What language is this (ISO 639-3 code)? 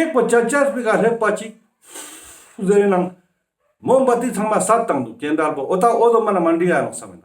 lbj